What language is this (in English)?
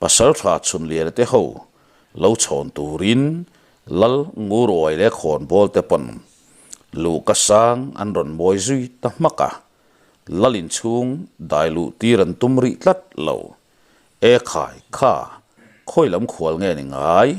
Mizo